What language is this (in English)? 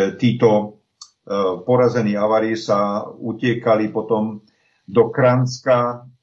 Slovak